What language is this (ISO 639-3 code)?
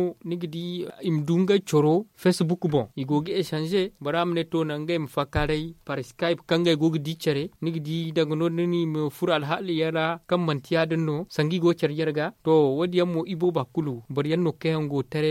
dje